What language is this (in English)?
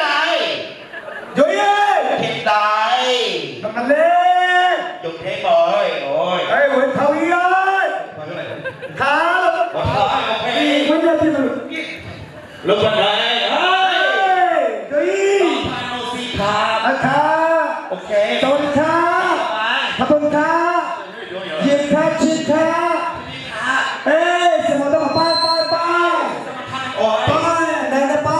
Burmese